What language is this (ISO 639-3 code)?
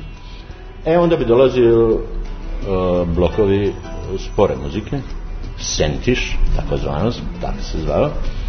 srp